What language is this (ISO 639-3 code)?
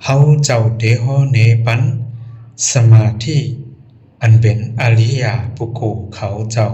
shn